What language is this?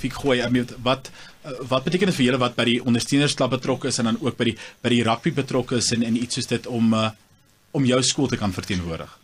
Afrikaans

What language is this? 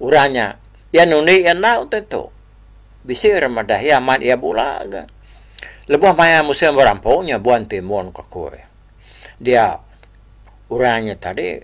Iban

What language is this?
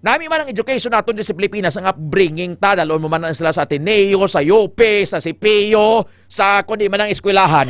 Hiligaynon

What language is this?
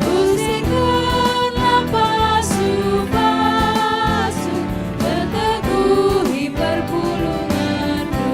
Batak Karo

